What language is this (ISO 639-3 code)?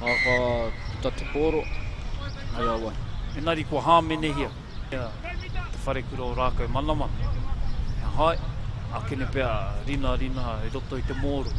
mri